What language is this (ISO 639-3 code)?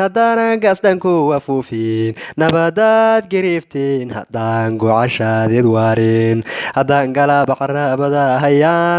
som